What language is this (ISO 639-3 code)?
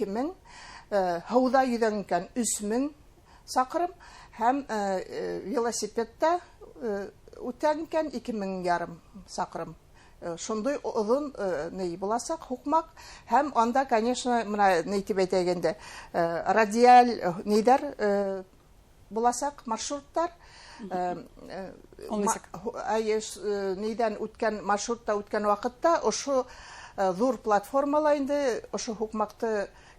bak